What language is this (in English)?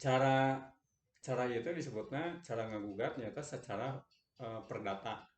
Sundanese